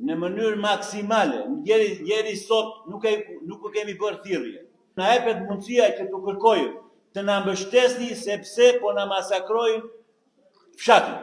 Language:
Albanian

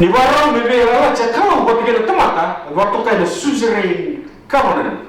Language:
Fijian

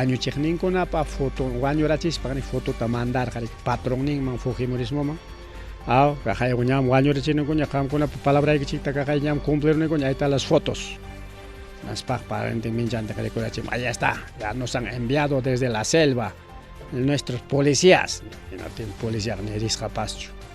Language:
Ayacucho Quechua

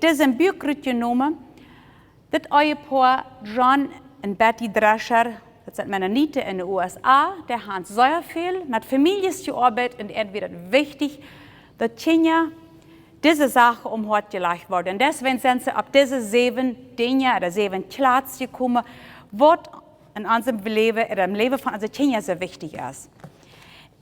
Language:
Plautdietsch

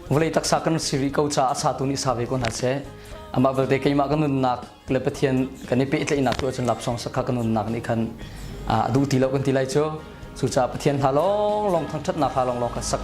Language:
Hakha Chin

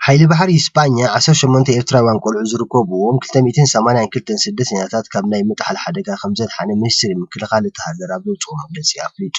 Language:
Tigrinya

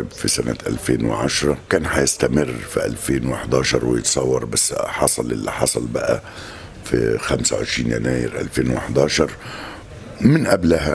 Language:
Egyptian Arabic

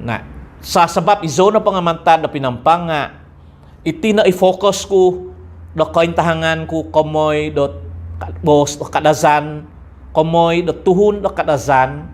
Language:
Central Dusun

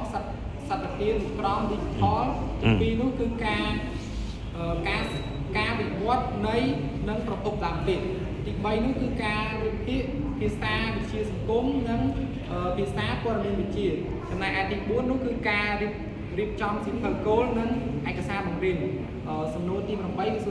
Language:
Khmer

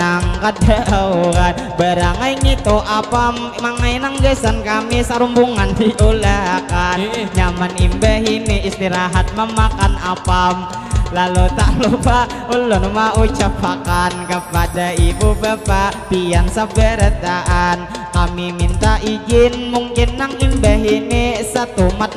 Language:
Banjar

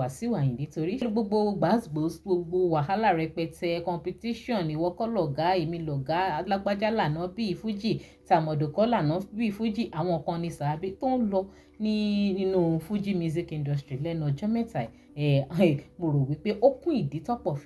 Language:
Yoruba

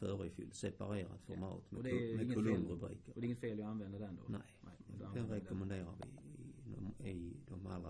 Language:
Swedish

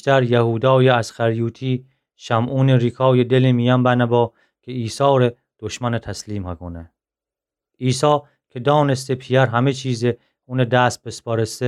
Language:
Gilaki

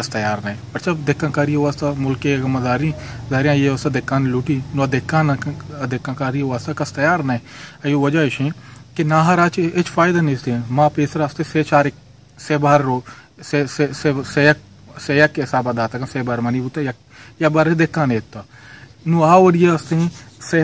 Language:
Baluchi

